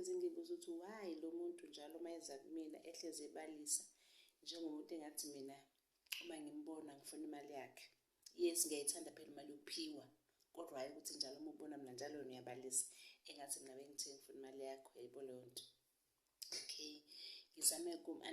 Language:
Zulu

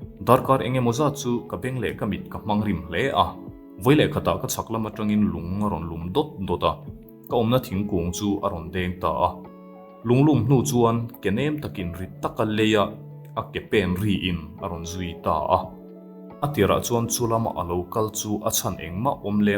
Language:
Mizo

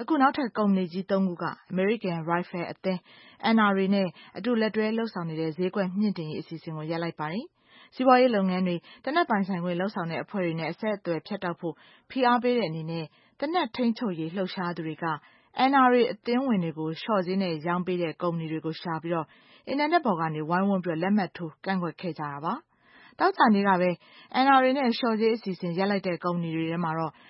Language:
Burmese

